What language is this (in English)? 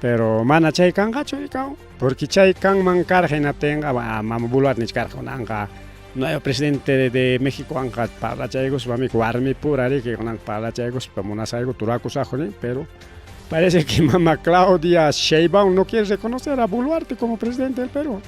Ayacucho Quechua